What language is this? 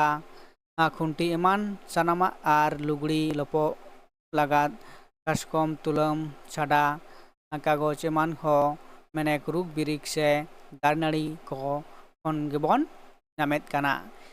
Santali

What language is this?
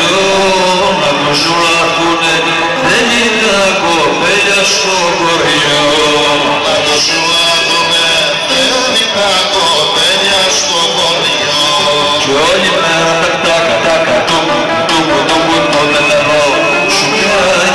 Greek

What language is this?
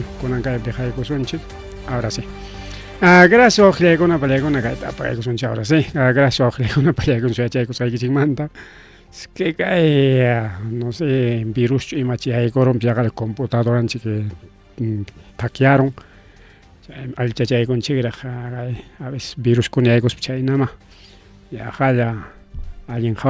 Ayacucho Quechua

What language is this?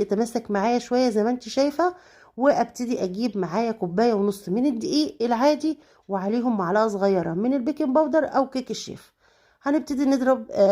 Egyptian Arabic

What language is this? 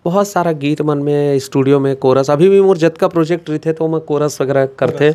Chhattisgarhi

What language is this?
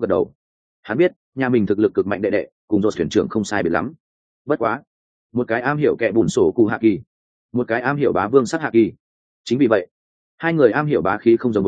Vietnamese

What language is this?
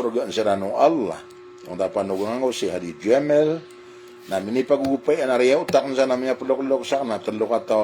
Maranao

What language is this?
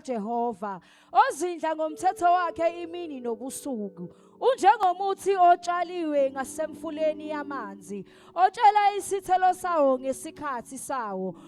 Zulu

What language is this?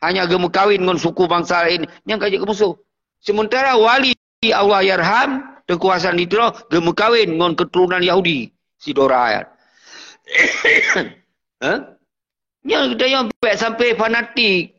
Achinese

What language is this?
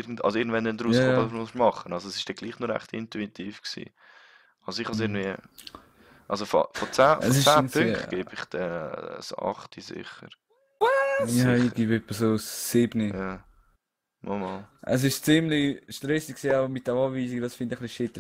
Swiss German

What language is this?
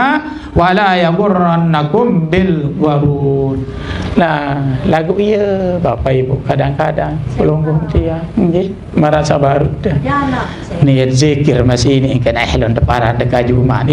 Sasak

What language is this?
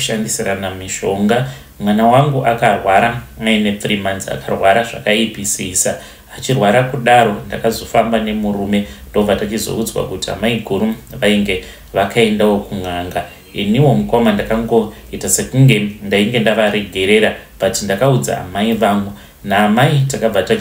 Shona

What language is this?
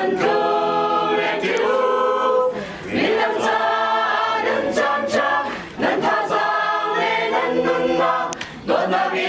Hakha Chin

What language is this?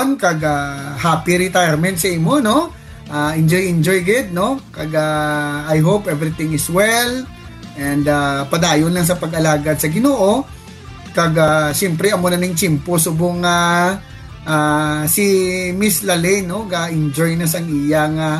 Hiligaynon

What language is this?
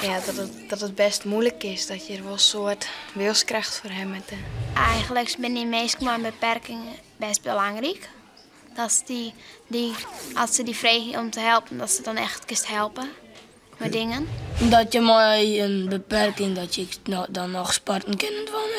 Western Frisian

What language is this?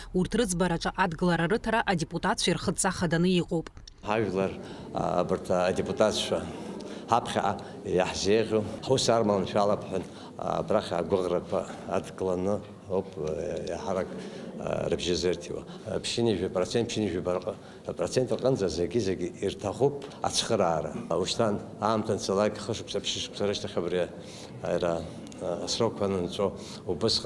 Abkhazian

